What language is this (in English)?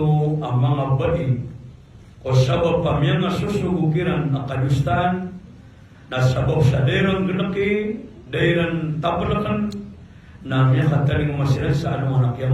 Maranao